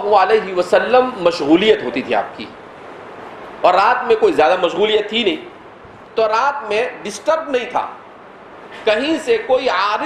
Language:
Urdu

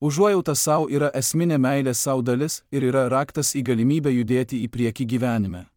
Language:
Lithuanian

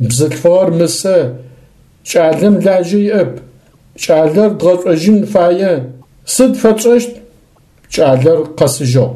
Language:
Adyghe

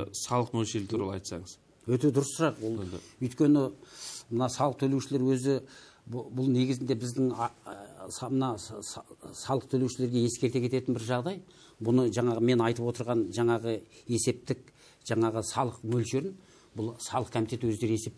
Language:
Kazakh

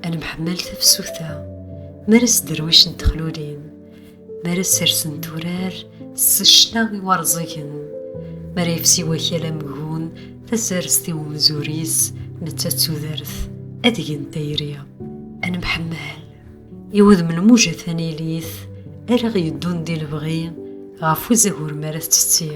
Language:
Kabyle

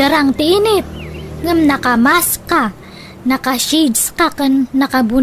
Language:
Iloko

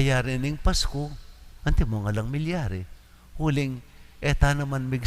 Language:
Pampanga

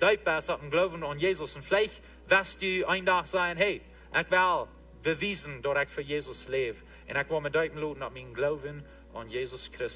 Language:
Plautdietsch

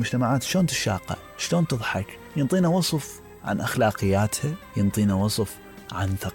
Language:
Mesopotamian Arabic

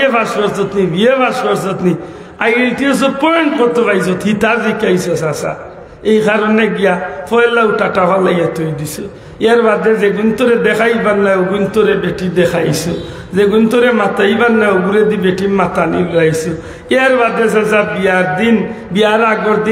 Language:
Sylheti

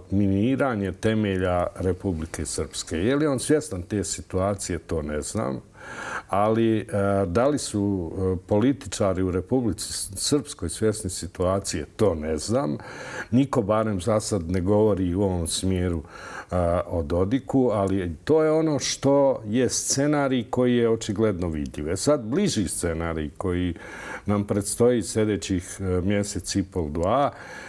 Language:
Bosnian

